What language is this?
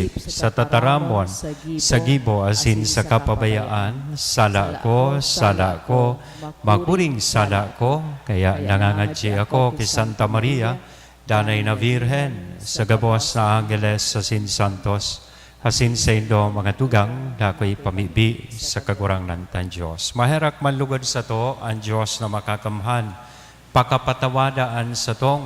Bikol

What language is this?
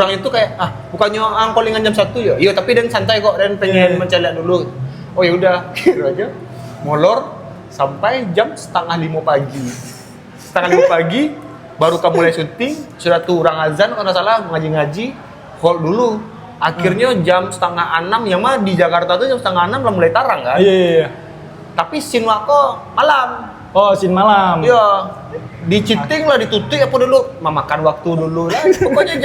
Minangkabau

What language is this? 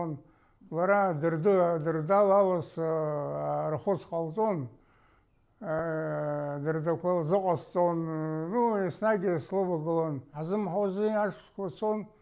Abkhazian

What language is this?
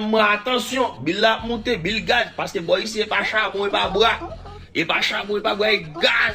Haitian Creole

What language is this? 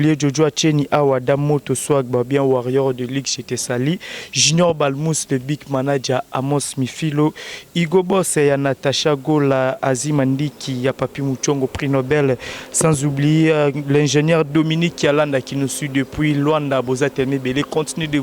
Lingala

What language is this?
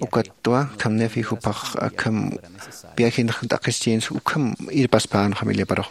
Aymara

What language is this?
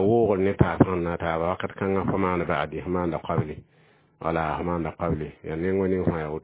Mossi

